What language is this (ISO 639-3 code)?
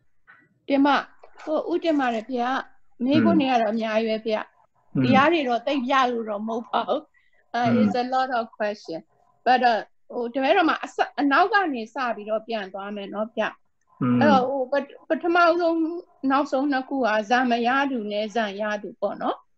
mya